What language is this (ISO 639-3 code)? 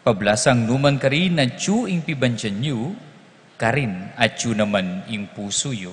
pam